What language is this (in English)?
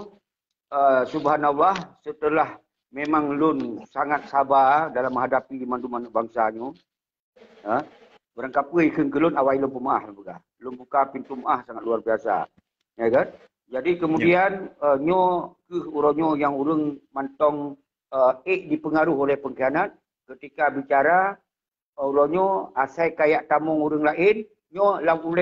Achinese